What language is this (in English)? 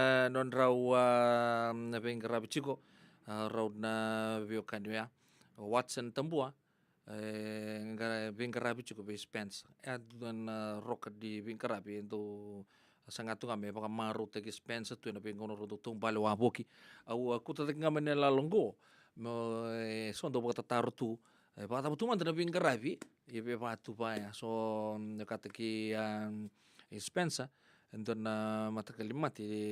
Fijian